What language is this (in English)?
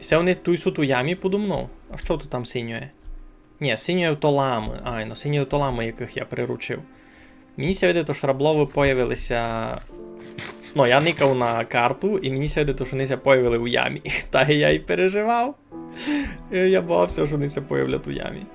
Rusyn